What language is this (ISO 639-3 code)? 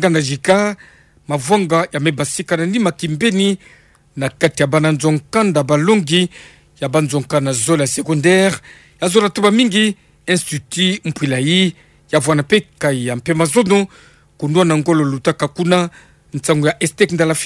ktu